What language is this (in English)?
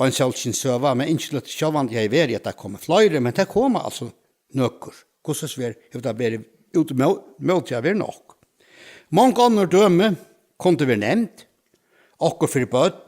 Faroese